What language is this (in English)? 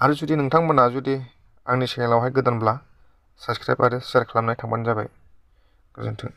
Bodo